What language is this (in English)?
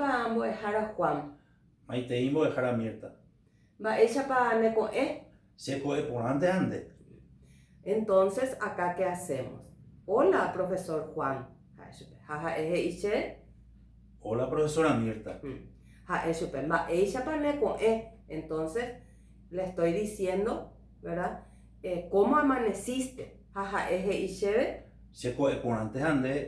Guarani